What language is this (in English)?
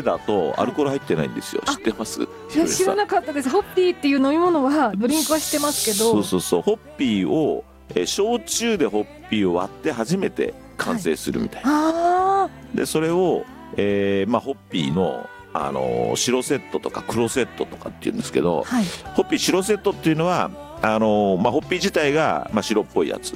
Japanese